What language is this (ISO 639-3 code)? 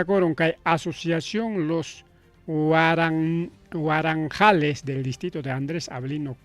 quy